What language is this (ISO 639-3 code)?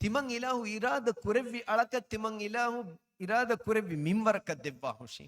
div